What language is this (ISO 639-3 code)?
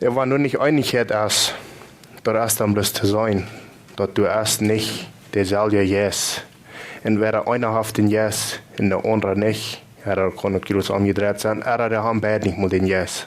pdt